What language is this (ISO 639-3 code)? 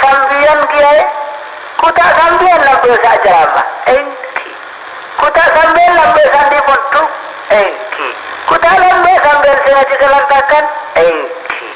mad